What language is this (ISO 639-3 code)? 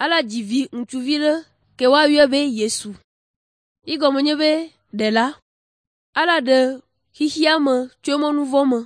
ewe